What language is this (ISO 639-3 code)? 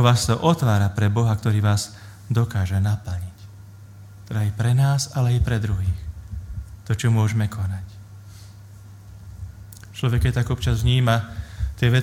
slk